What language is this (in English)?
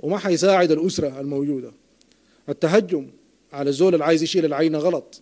Sudanese Arabic